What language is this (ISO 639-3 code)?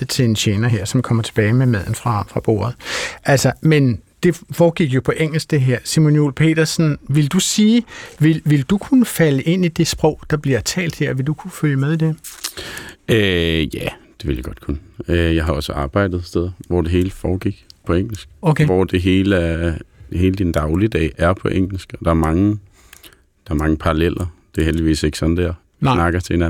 dan